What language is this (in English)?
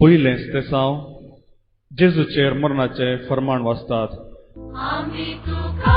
Konkani